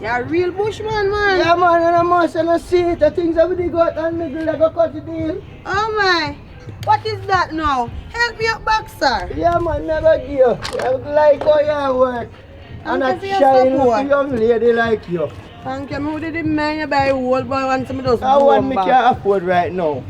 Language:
Jamaican Creole English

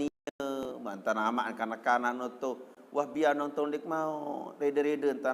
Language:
Sasak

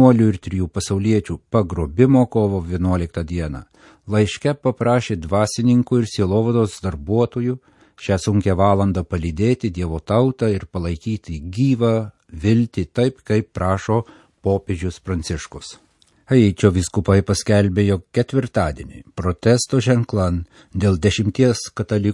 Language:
Lithuanian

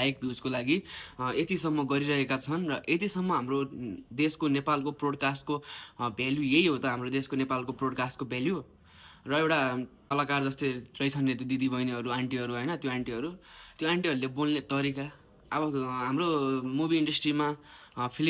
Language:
Nepali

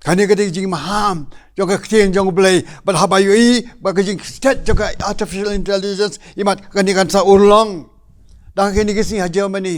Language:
Khasi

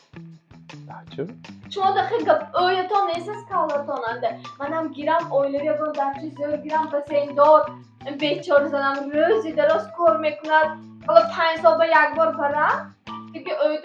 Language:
Tajik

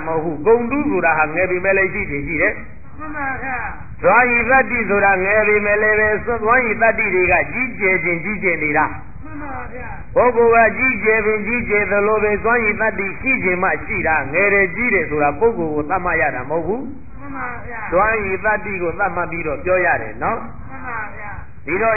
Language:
Burmese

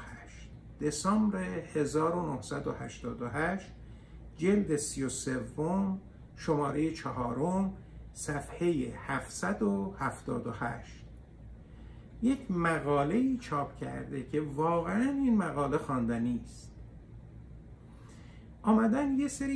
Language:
Persian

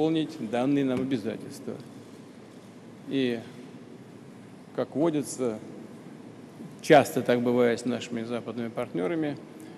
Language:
Russian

